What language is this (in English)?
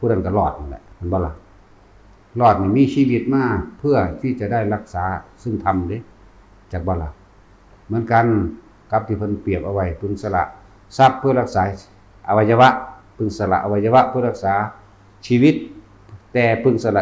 Northeastern Thai